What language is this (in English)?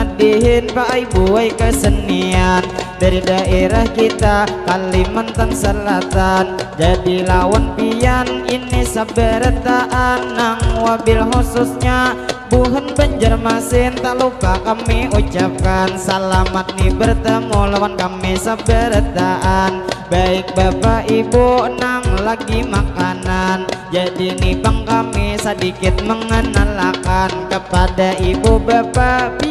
Banjar